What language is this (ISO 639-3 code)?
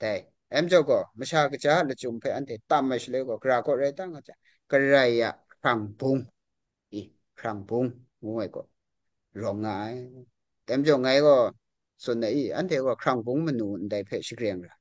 kac